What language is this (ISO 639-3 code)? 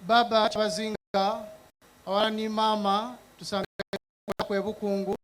xog